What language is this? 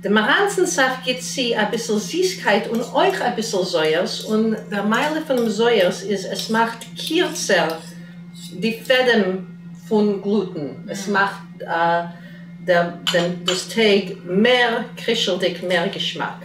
Yiddish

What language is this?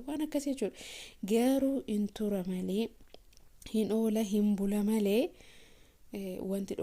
Oromo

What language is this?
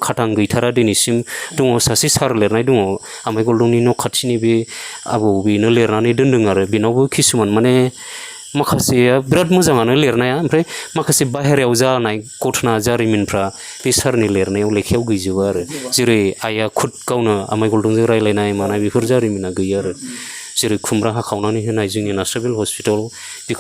Bodo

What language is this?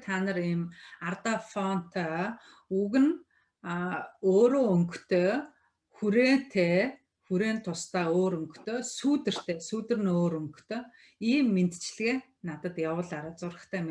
Mongolian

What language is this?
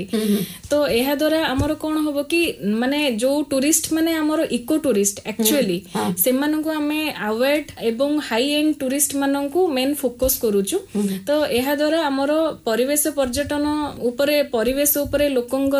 Odia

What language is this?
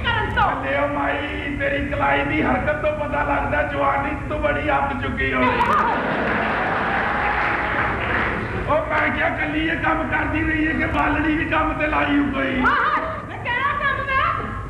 Punjabi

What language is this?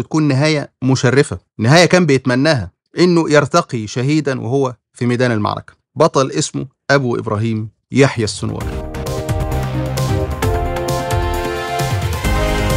Egyptian Arabic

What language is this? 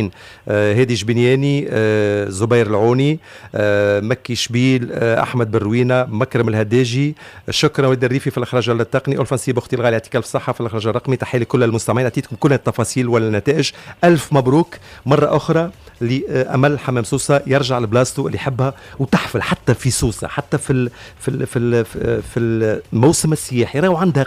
Tunisian Arabic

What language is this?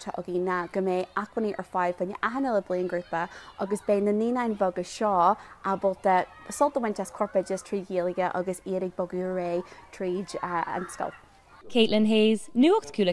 Irish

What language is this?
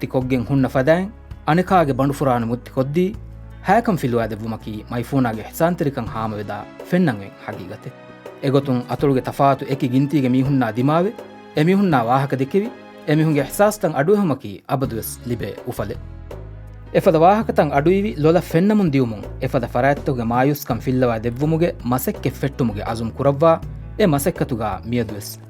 Divehi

